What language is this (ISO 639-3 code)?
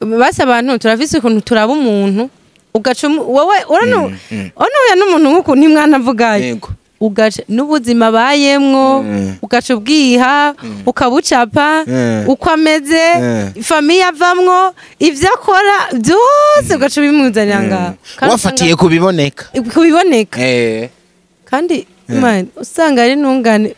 run